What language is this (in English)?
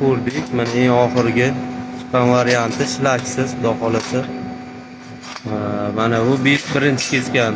Uzbek